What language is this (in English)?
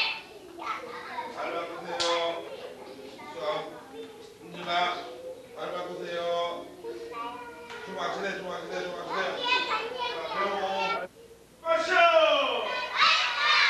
Korean